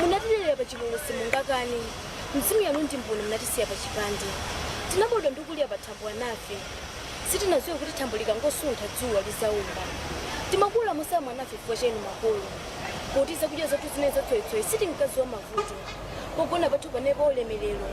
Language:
Nyanja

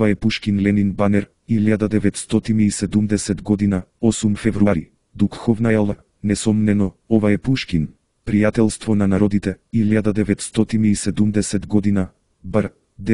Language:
Macedonian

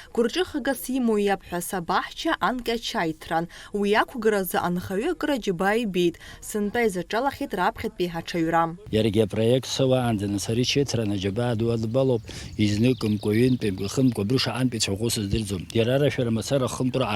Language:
Abkhazian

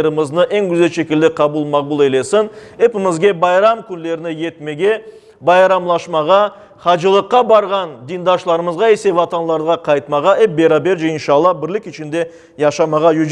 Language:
Crimean Tatar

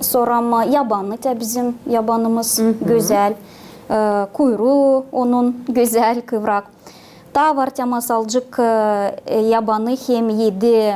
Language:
Gagauz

